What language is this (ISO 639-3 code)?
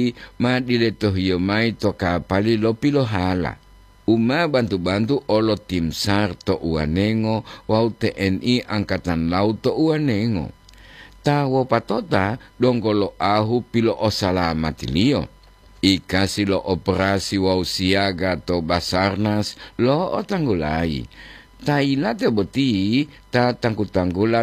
gor